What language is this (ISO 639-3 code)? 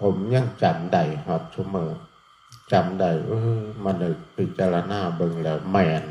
tts